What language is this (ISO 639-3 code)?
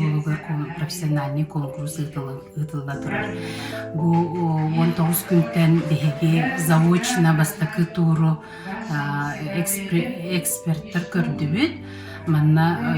sah